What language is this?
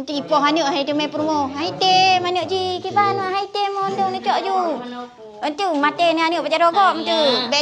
Achinese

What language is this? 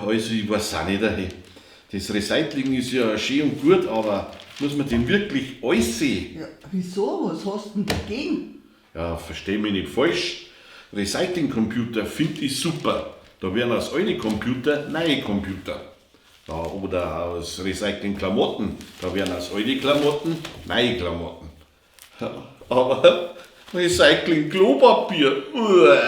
Bavarian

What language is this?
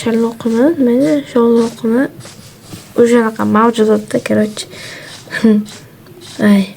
Uzbek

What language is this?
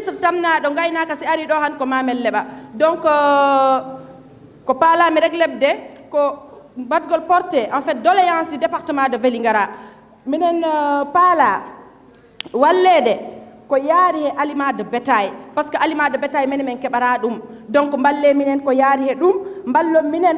Fula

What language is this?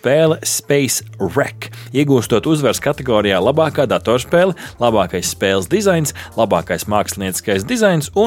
Latvian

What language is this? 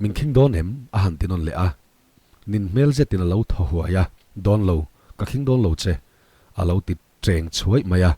Mizo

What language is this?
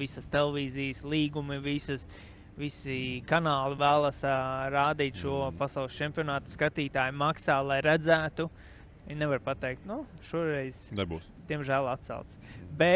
Latvian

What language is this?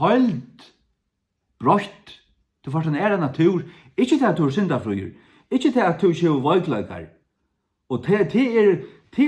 Faroese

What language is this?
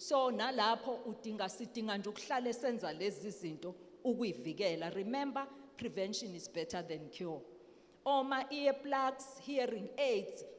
Zulu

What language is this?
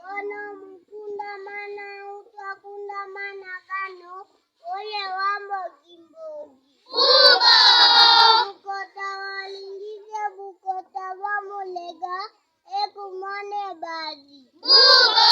Lega-Shabunda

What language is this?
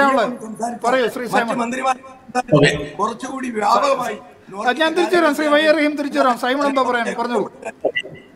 Malayalam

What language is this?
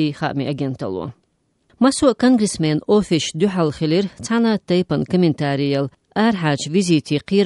Slovenian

